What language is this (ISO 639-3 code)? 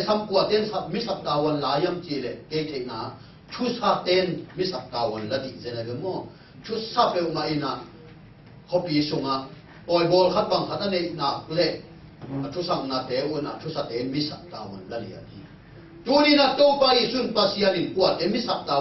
ctd